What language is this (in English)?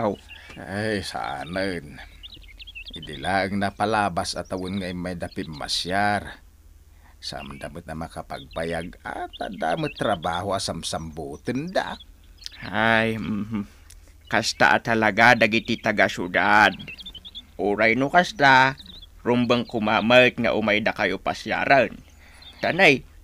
Iloko